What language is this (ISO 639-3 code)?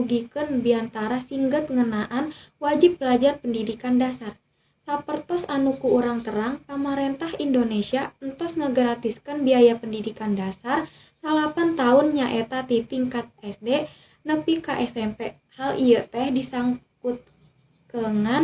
sun